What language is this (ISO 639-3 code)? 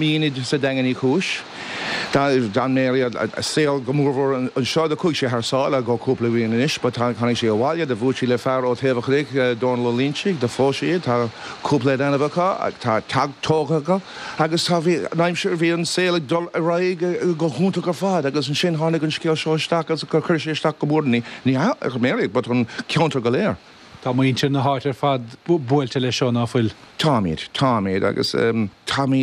gle